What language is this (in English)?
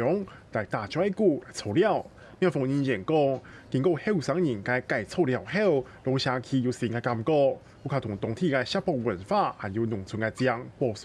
Hakka Chinese